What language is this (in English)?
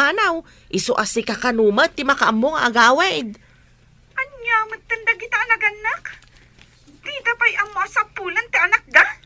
Iloko